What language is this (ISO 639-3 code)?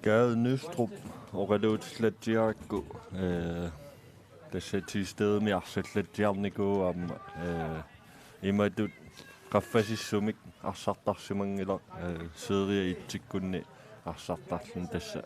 kal